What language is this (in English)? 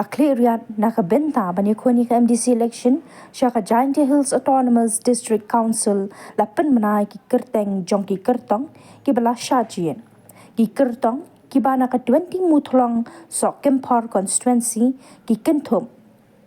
Khasi